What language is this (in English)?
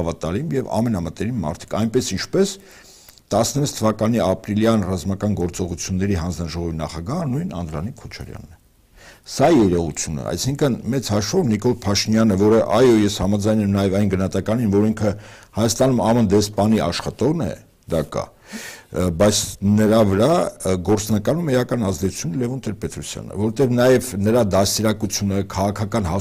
Armenian